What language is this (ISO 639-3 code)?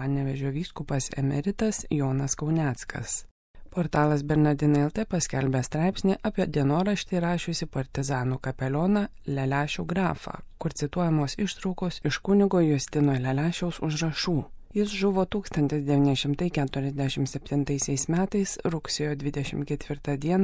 lit